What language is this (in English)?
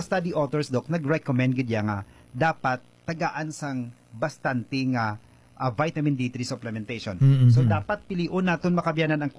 Hiligaynon